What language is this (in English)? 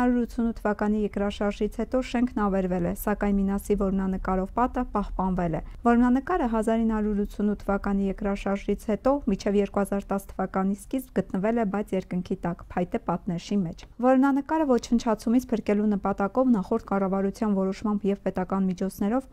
Armenian